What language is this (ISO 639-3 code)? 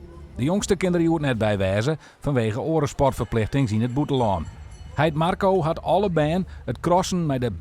fry